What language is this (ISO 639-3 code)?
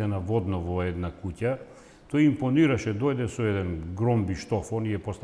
mkd